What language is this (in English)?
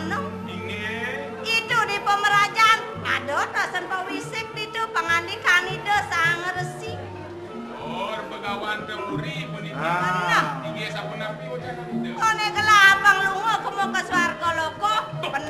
Balinese